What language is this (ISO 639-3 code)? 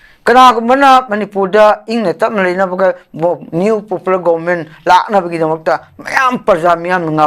mni